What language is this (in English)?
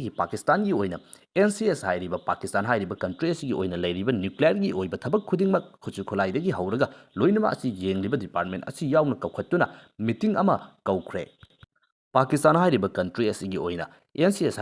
Manipuri